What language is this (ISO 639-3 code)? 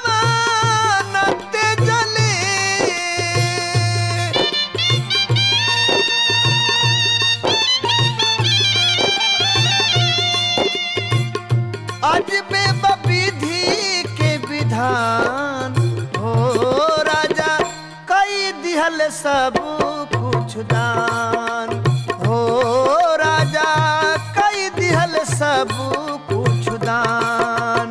bho